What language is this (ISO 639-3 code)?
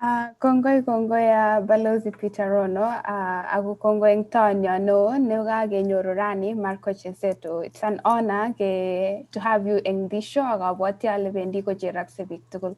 kln